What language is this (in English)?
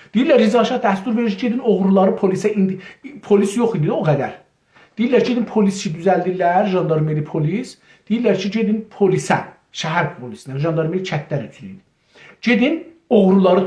South Azerbaijani